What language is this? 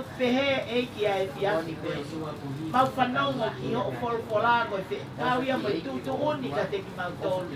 Tongan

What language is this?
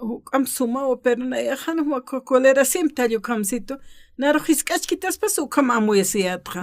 Aymara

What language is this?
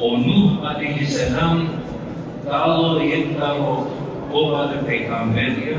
Balkan Romani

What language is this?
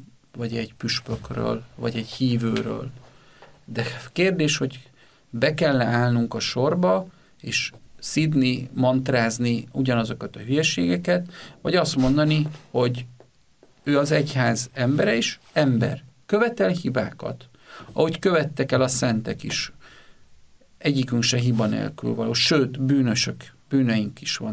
Hungarian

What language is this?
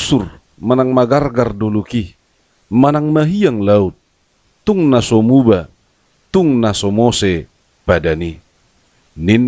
Batak Toba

